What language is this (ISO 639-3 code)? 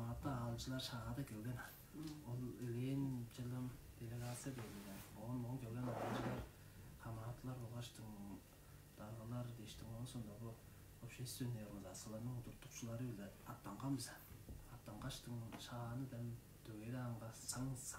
tyv